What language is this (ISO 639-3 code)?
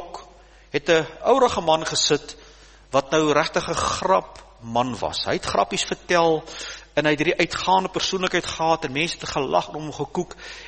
afr